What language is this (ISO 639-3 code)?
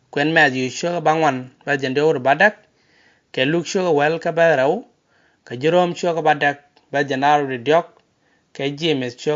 nus